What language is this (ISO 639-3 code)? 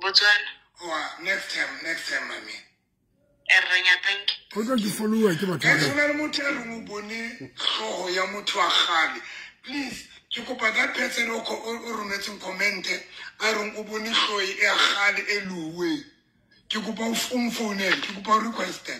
sot